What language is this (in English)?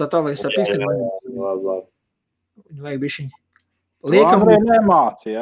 Latvian